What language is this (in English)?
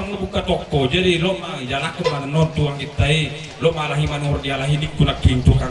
Batak Toba